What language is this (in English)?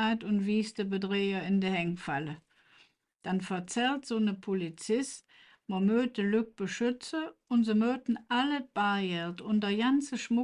Colognian